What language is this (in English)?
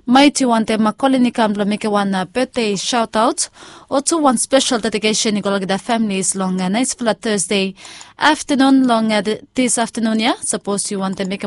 Bislama